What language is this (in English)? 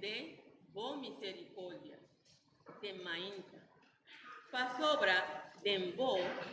Papiamento